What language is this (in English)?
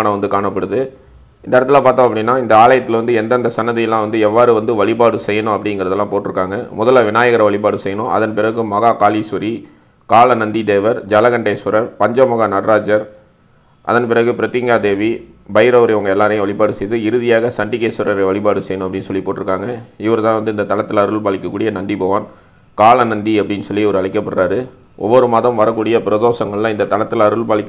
Tamil